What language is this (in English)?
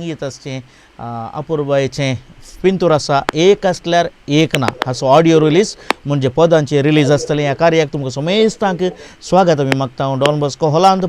Konkani